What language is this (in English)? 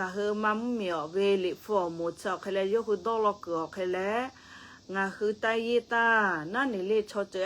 Lahu